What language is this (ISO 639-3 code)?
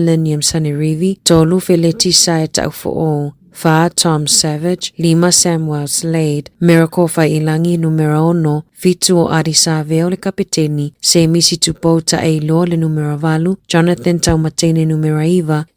smo